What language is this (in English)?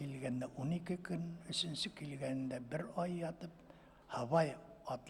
Bashkir